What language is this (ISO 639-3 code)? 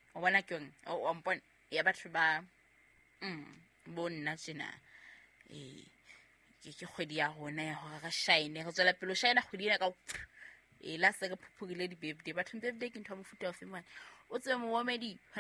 sot